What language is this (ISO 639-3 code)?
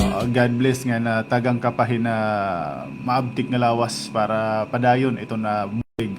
war